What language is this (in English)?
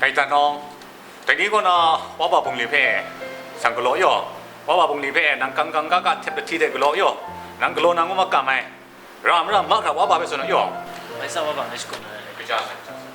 Kachin